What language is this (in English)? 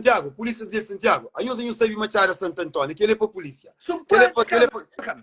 Kabuverdianu